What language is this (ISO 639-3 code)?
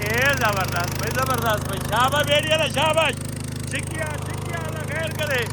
skr